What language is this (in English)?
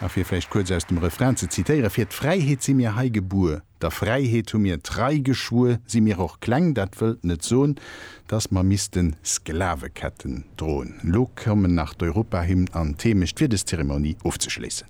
Luxembourgish